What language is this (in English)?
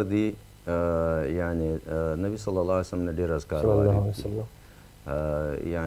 Pashto